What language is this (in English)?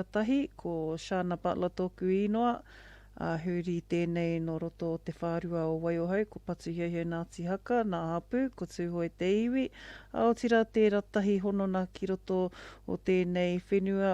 Māori